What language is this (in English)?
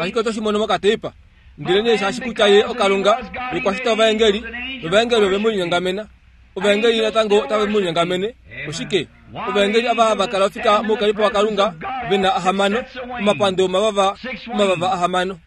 Kuanyama